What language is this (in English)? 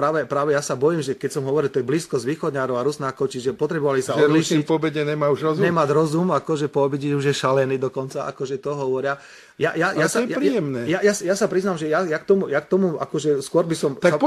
Slovak